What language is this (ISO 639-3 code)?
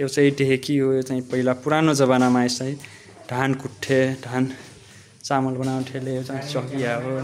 nep